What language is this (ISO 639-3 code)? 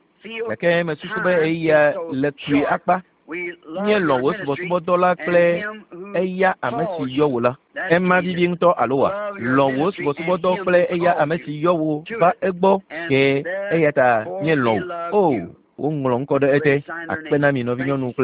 ewe